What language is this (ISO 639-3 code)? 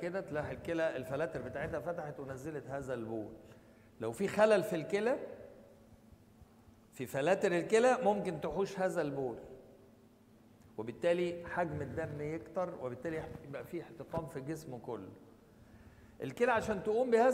arz